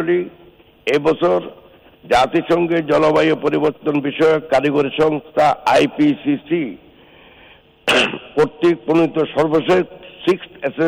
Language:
Bangla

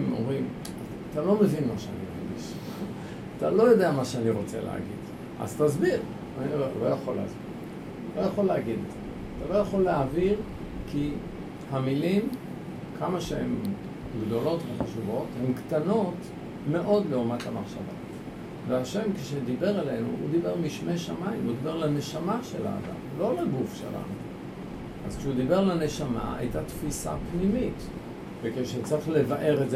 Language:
Hebrew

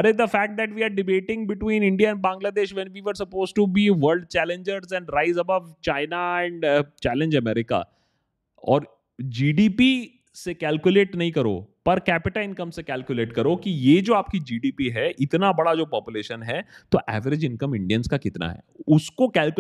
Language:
Hindi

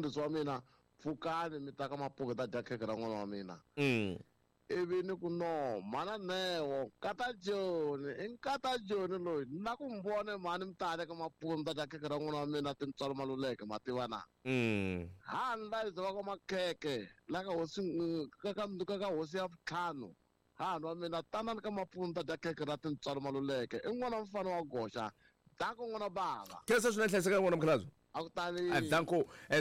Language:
Tsonga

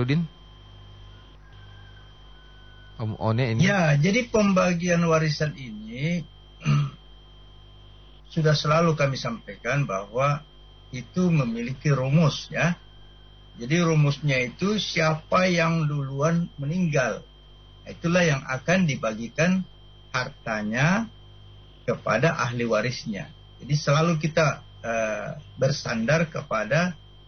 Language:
Indonesian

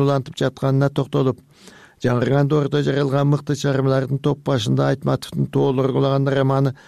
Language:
Kyrgyz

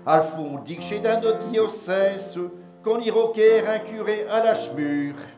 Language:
Picard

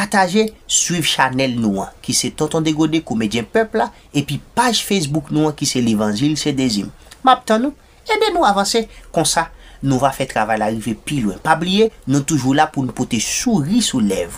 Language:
Haitian Creole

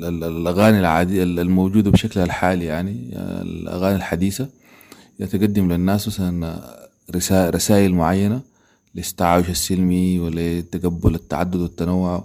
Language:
Sudanese Arabic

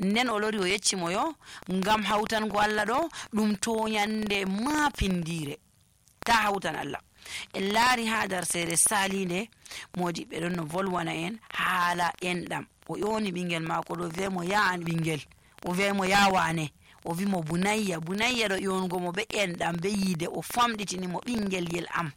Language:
Nigerian Fulfulde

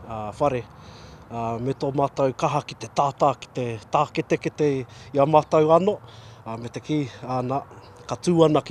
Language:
Māori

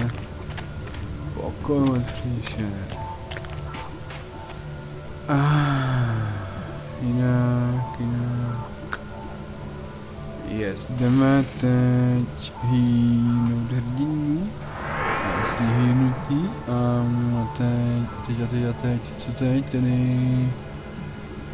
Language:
Czech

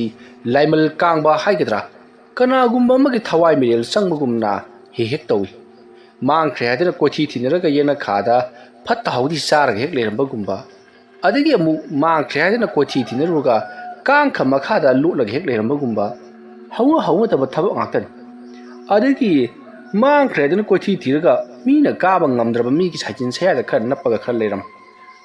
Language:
Manipuri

